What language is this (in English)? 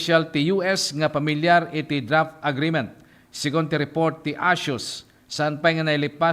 Iloko